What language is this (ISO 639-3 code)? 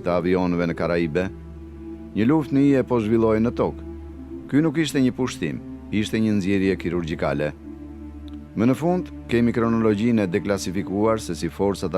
sqi